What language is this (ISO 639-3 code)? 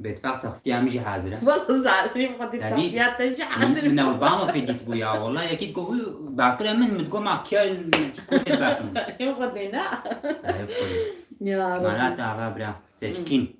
kur